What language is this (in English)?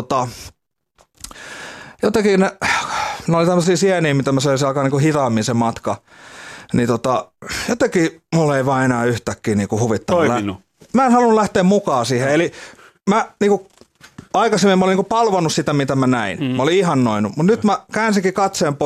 Finnish